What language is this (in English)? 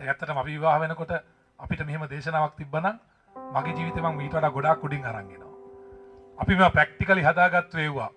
Sinhala